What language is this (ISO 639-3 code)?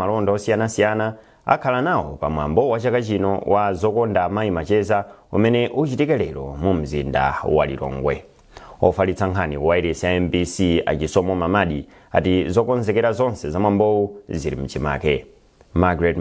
nya